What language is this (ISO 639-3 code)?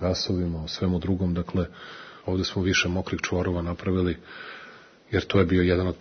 srp